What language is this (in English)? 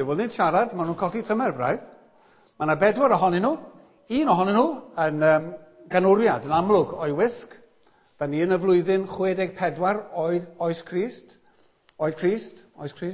Welsh